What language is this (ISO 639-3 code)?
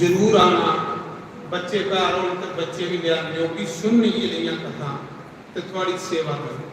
doi